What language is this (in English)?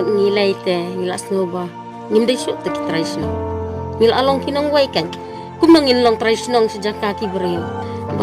Khasi